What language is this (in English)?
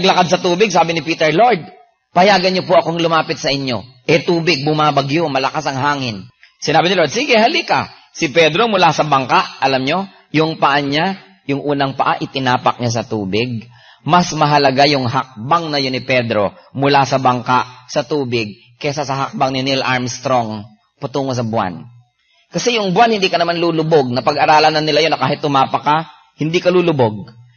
Filipino